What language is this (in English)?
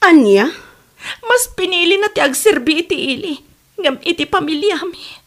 Iloko